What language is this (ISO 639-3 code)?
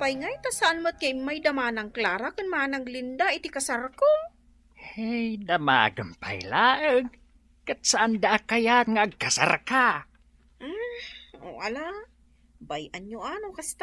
ilo